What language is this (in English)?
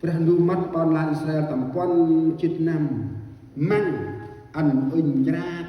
Central Mnong